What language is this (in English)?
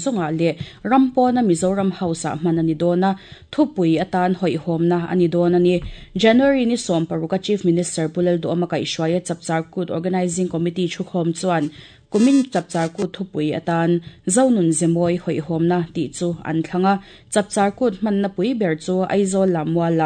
Mizo